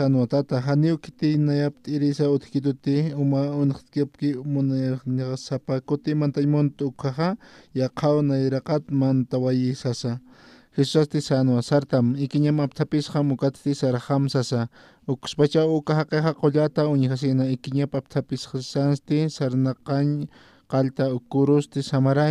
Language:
Aymara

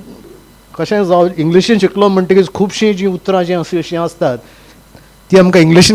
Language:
Konkani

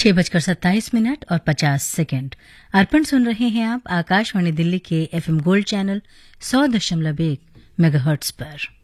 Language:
Hindi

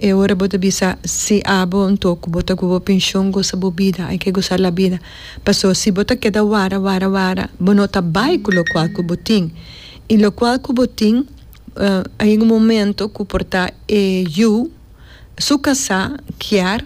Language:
Papiamento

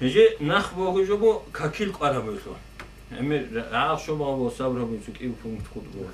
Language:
Avaric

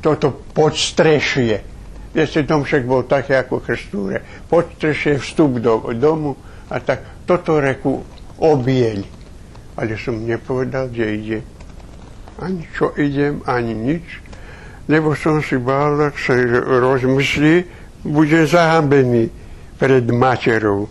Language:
Rusyn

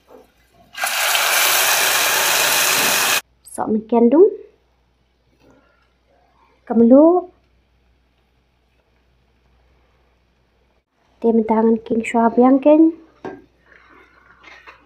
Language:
Khasi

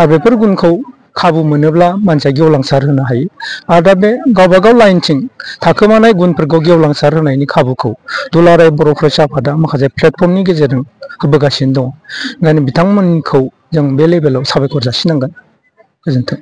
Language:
Bodo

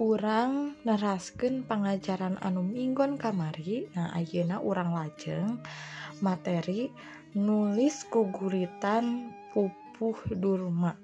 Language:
Sundanese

